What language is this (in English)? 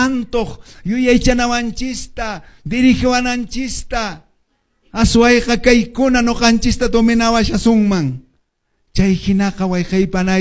Quechua